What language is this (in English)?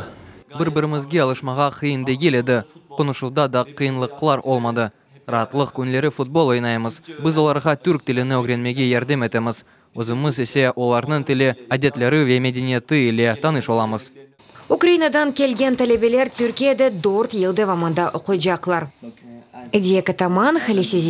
Crimean Tatar